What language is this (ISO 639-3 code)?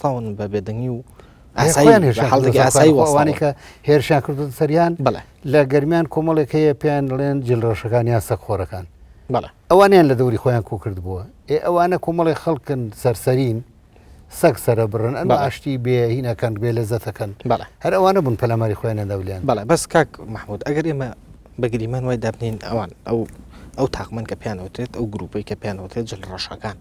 ckb